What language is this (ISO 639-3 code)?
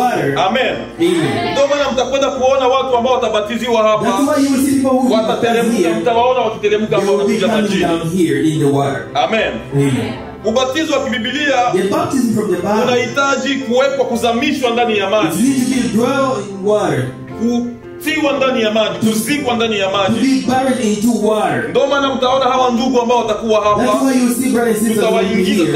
swa